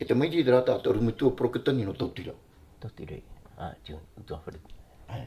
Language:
Tahitian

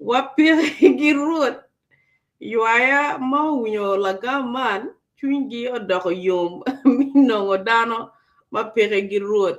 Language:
Acoli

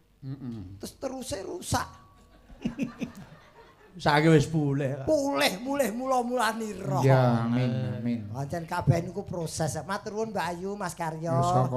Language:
Javanese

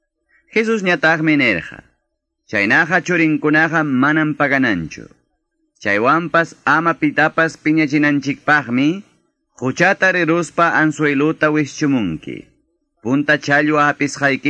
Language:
Quechua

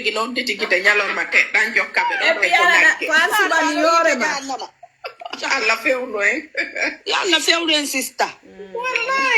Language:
Fula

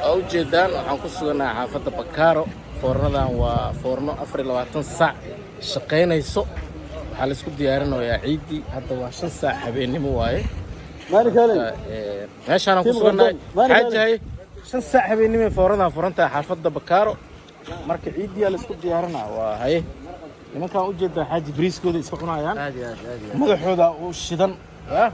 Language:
Somali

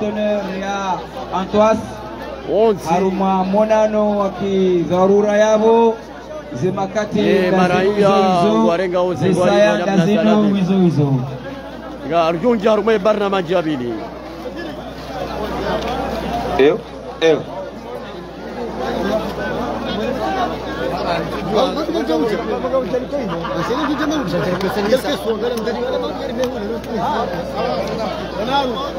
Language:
Swahili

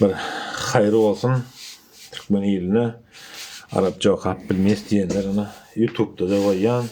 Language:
Turkmen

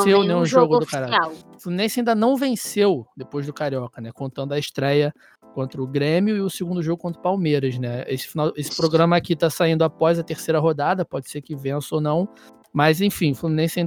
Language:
Portuguese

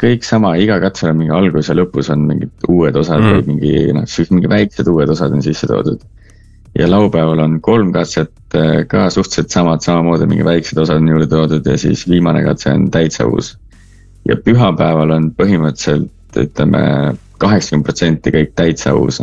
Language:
Estonian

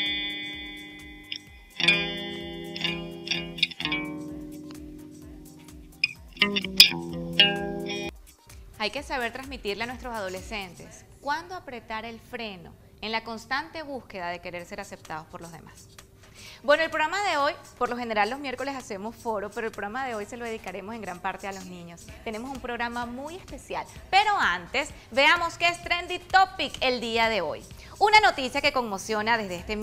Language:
Spanish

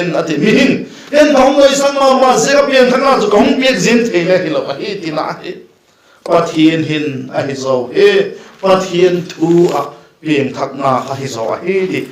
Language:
Vaiphei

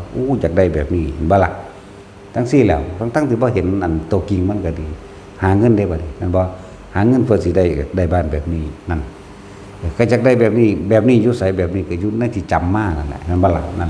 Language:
Northeastern Thai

